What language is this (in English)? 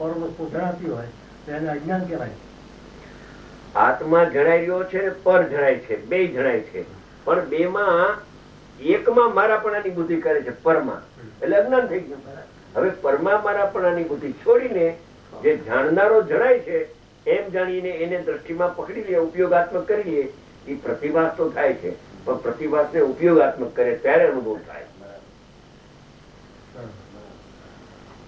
Gujarati